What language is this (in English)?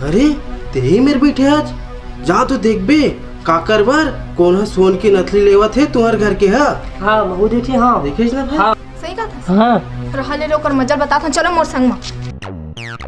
Chhattisgarhi